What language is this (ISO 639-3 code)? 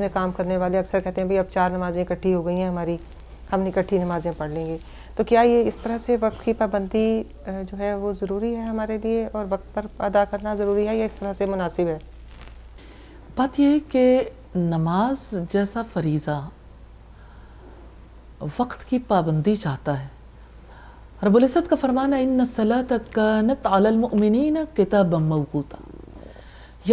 urd